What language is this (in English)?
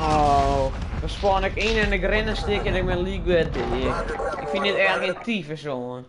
Western Frisian